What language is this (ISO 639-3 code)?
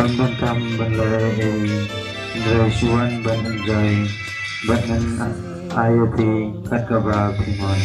kha